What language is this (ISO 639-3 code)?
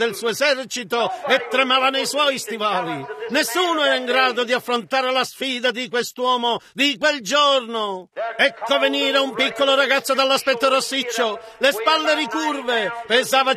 ita